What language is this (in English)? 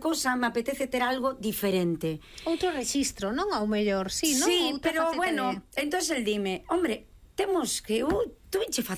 Galician